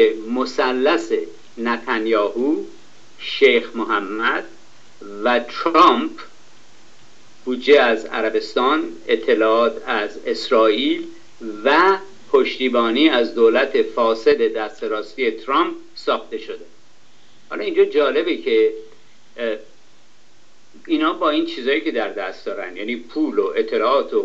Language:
Persian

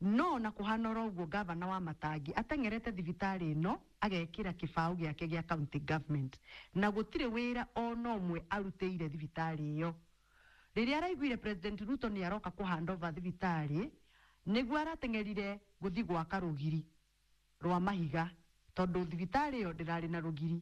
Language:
Kikuyu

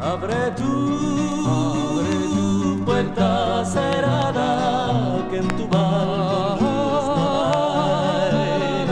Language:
Ladino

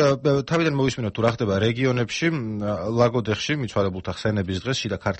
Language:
Georgian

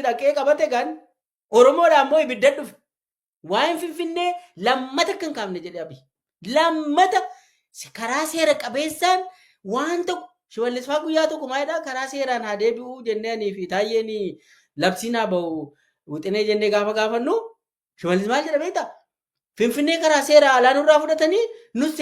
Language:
Oromo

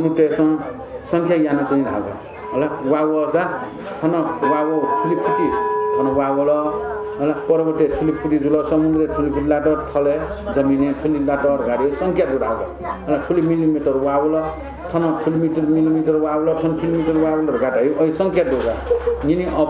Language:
Newari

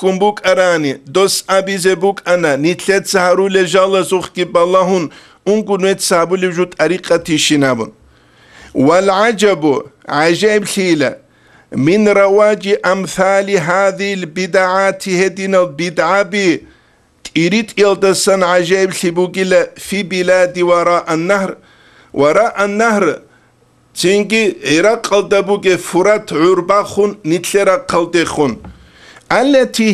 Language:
Avaric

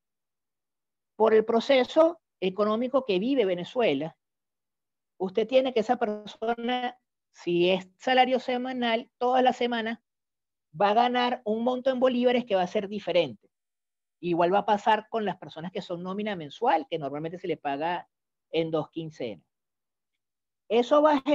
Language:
Spanish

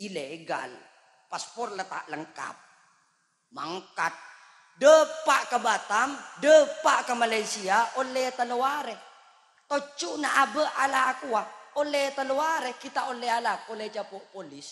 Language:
Madurese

